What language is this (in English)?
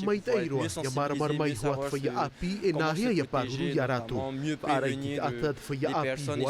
Tahitian